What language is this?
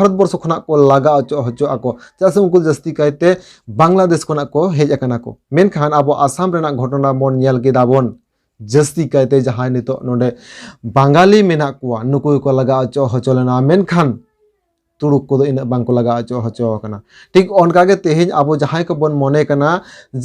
Santali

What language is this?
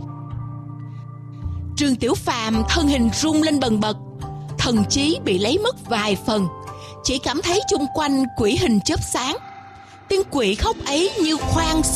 Vietnamese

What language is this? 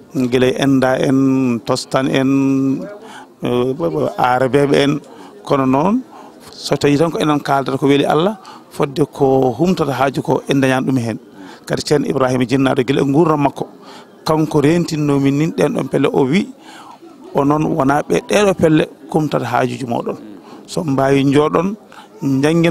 Fula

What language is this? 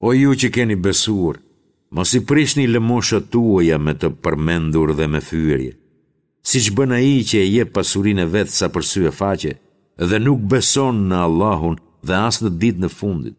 Albanian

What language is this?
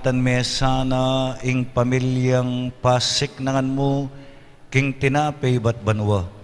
Pampanga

